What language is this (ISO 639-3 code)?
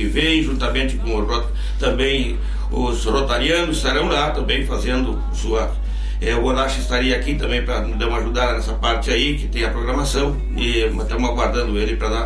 por